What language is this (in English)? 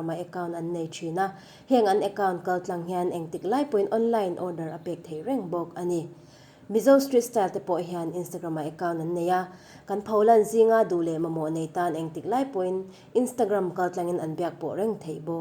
Mizo